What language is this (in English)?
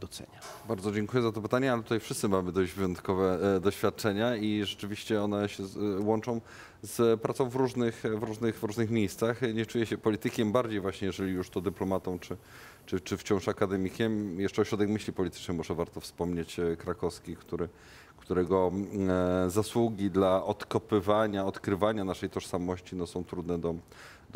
Polish